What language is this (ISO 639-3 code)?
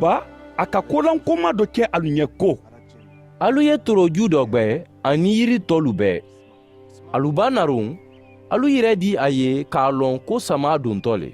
man